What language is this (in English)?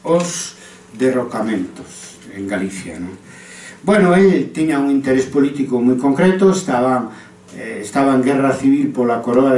Galician